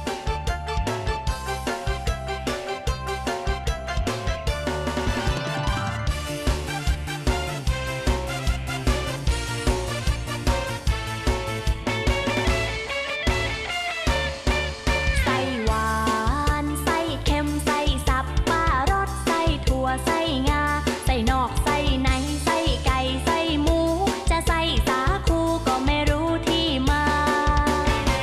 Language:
Thai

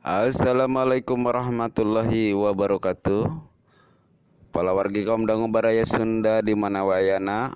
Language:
Sundanese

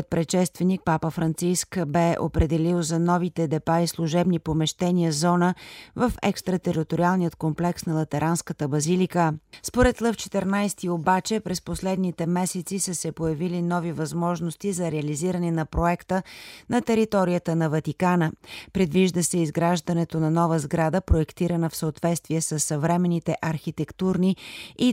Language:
Bulgarian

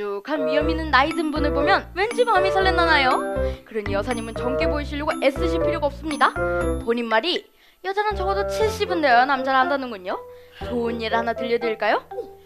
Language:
Korean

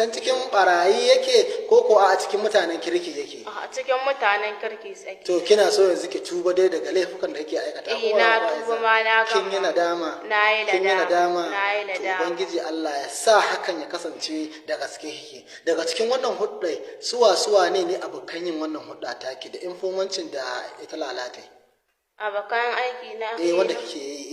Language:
Hausa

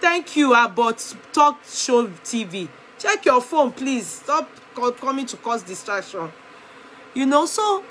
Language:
Nigerian Pidgin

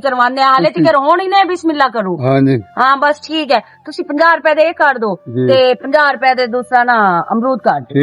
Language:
Western Panjabi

